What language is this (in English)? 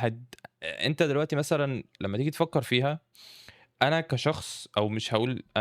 Egyptian Arabic